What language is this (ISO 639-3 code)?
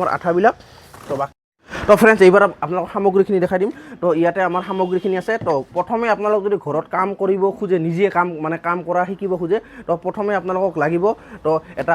asm